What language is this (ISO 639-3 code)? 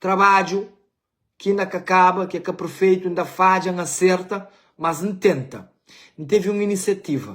kea